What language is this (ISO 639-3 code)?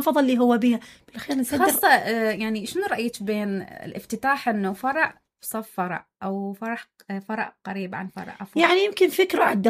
acm